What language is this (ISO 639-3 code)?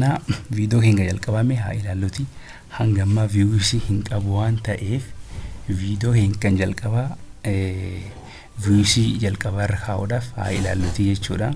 orm